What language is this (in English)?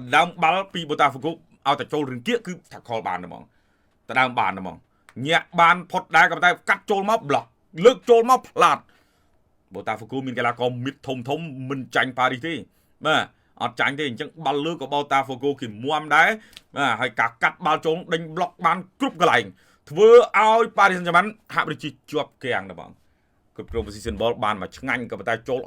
Khmer